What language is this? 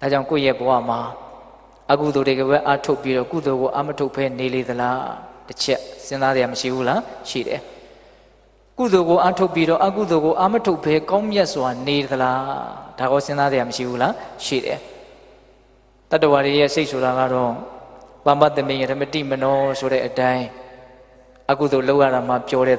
Burmese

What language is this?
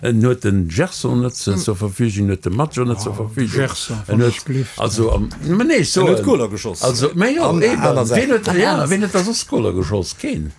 Luxembourgish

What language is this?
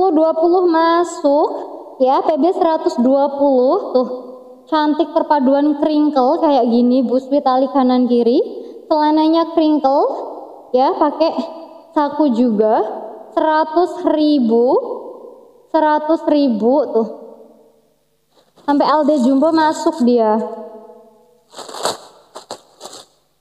Indonesian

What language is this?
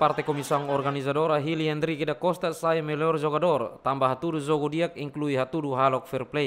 Tetum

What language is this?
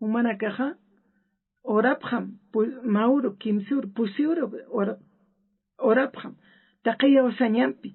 Aymara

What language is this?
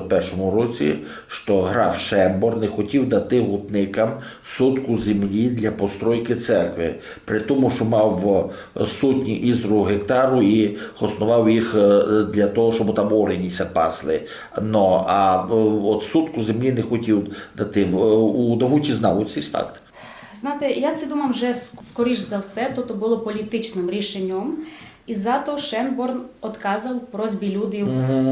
Rusyn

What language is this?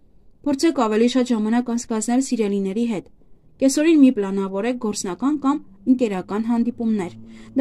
Armenian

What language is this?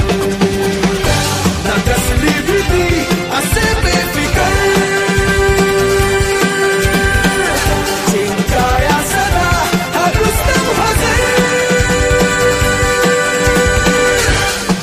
Marathi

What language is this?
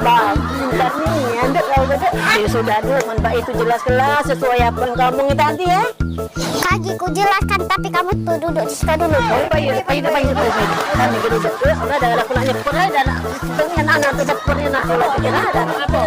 Musi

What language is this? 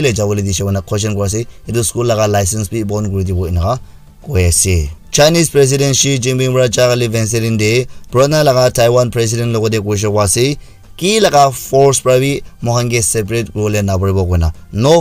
Naga Pidgin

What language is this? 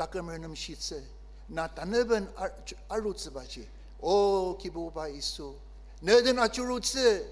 Ao Naga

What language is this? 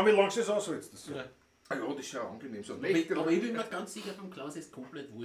Bavarian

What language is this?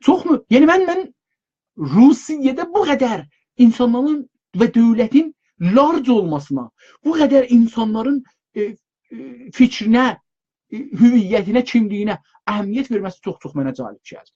South Azerbaijani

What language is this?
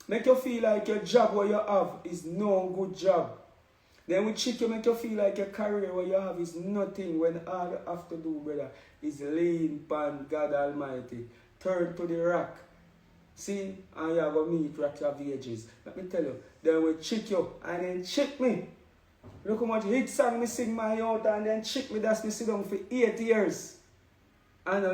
Jamaican Creole English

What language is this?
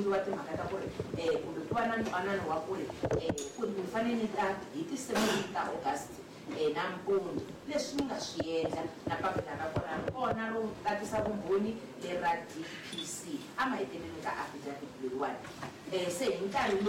Tsonga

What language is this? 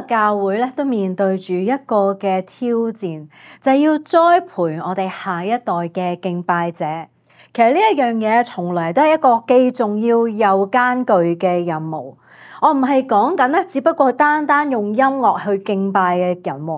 Cantonese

